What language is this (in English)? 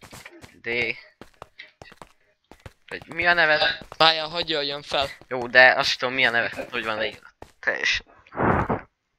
Hungarian